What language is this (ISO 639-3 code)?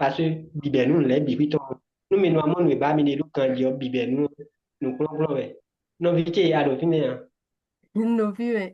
fon